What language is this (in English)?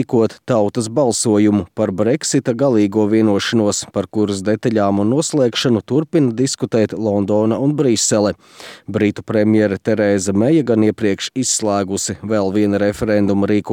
Latvian